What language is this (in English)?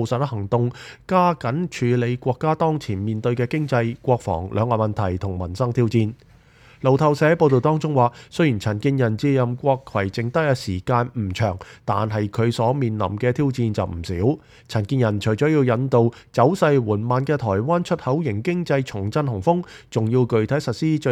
Cantonese